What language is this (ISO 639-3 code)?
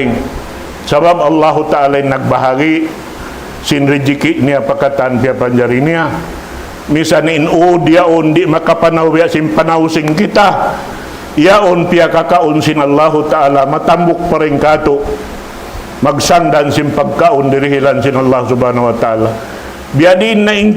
tsg